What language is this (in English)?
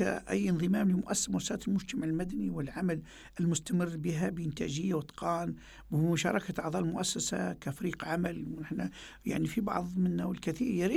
Arabic